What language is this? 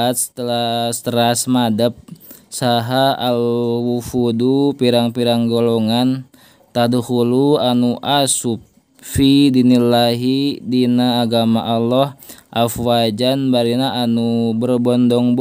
Sundanese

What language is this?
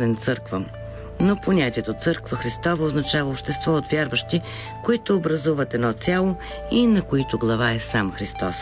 Bulgarian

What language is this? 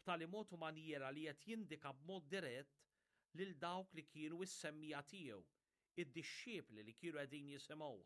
Maltese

